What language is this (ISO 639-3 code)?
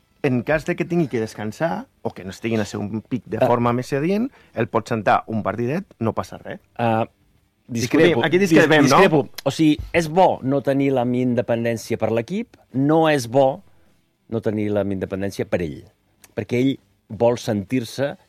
cat